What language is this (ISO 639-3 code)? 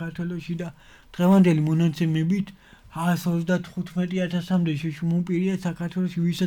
kat